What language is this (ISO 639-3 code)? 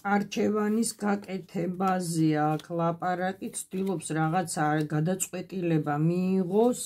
kat